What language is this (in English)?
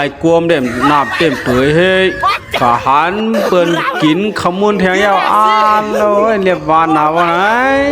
Shan